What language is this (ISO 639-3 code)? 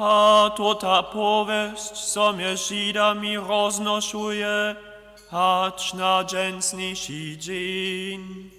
hsb